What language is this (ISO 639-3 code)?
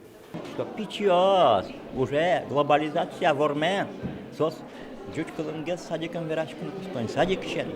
udm